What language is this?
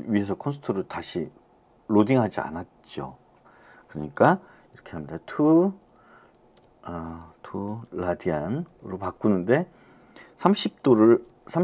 Korean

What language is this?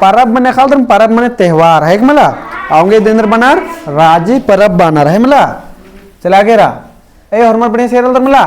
Kurukh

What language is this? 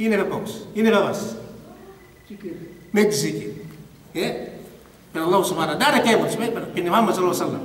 Yakan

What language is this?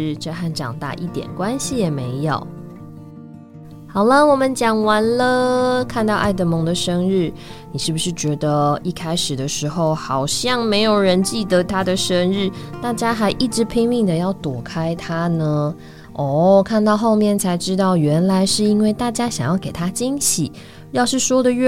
Chinese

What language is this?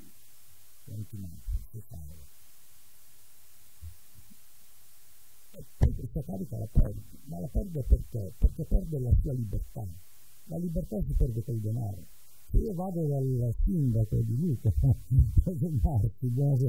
Italian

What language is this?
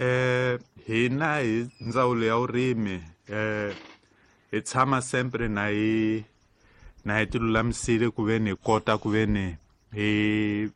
Tsonga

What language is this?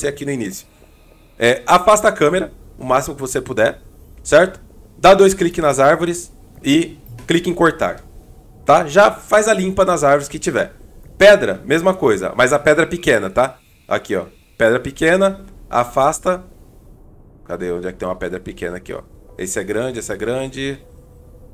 Portuguese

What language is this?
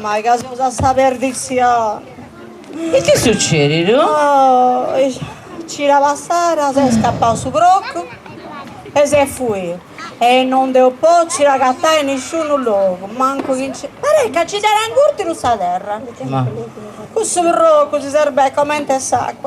Sardinian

